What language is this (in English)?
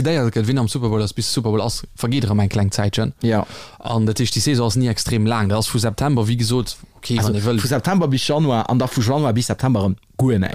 Luxembourgish